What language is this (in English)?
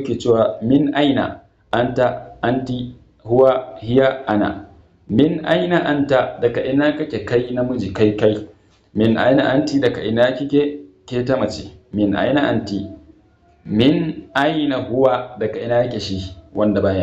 Hausa